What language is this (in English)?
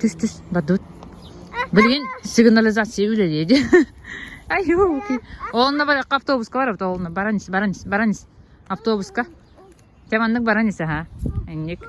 Yakut